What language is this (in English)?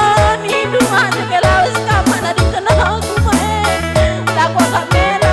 Batak Karo